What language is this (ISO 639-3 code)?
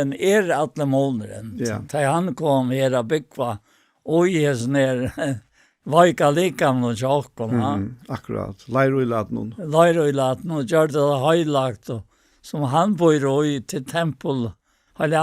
fao